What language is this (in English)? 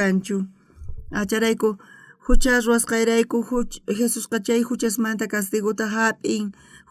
South Bolivian Quechua